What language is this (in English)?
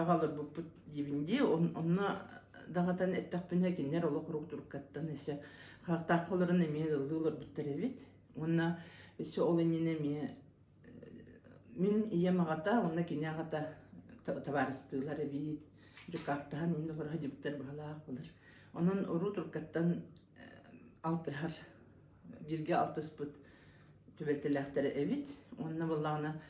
Yakut